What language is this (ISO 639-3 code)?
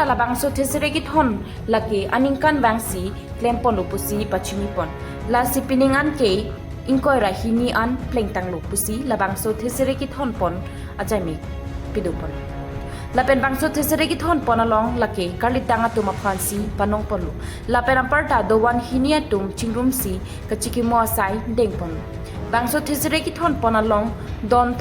mjw